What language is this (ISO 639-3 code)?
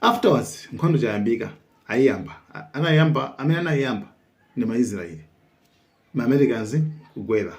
nya